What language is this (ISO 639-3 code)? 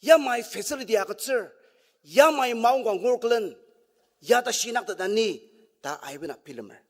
njo